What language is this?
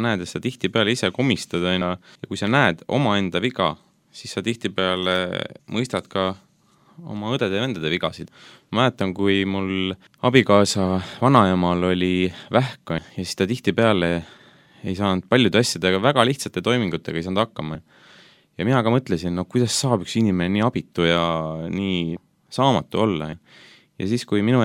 Estonian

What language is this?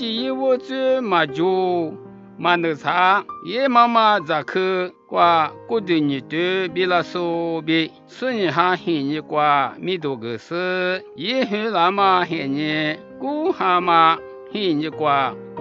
Lisu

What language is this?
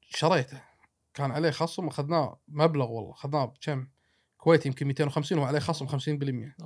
Gulf Arabic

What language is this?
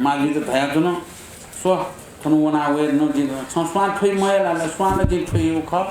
Newari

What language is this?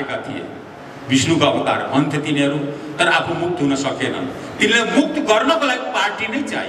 Nepali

